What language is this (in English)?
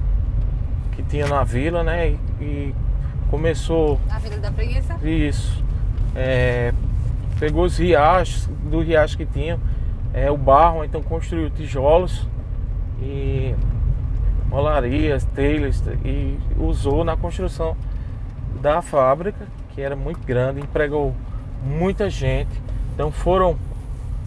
Portuguese